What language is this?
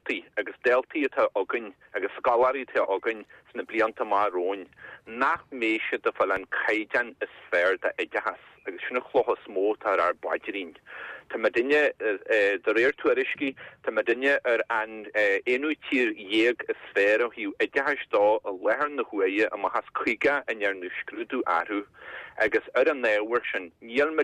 Irish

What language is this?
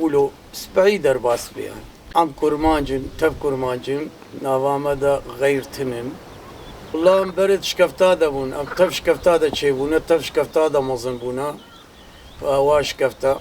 Kurdish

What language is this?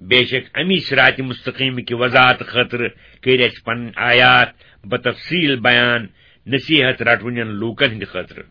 Kashmiri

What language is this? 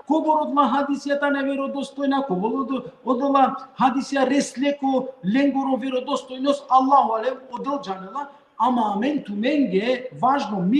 Balkan Romani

